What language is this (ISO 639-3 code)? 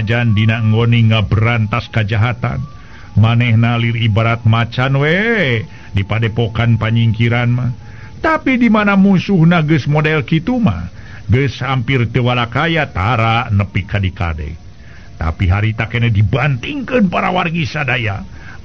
sun